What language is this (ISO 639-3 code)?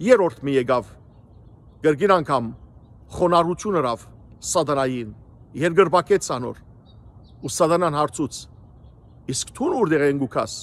hyw